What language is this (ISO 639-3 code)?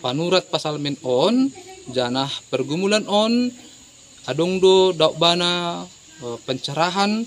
bts